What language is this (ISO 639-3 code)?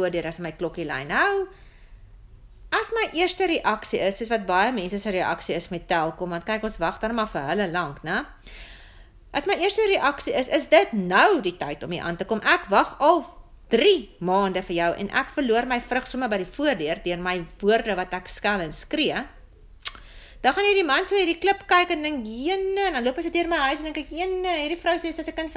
afr